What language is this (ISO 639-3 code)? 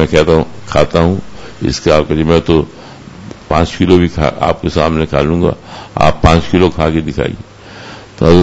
urd